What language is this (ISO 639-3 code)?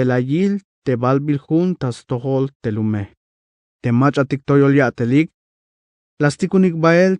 tzh